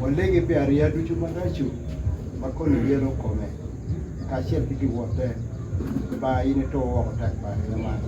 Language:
Acoli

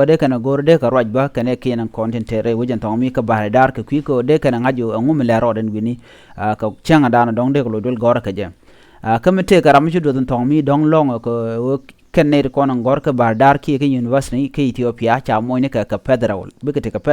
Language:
Nuer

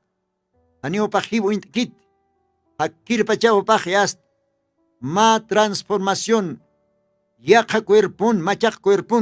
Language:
Aymara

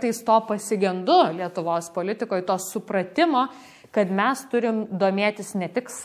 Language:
Lithuanian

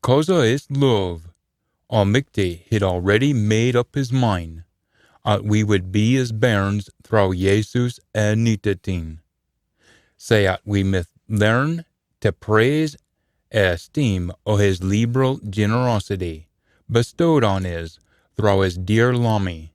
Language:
Scots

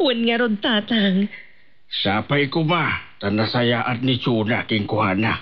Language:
Iloko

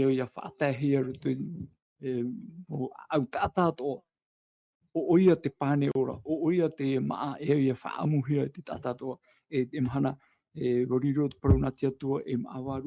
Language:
Tahitian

